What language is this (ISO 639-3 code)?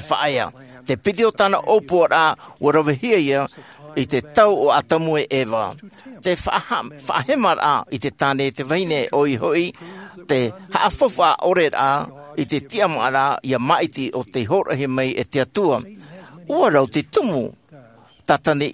tah